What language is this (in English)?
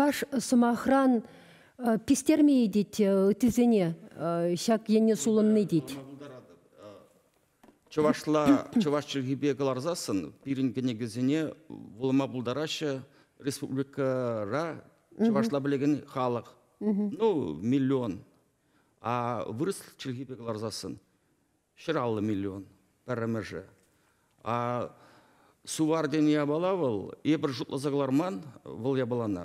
Chuvash